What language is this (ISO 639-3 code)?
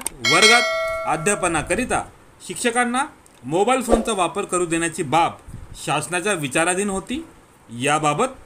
mar